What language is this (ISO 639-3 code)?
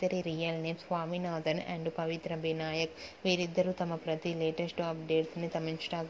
tel